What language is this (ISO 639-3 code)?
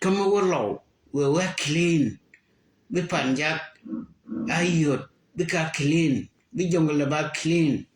nus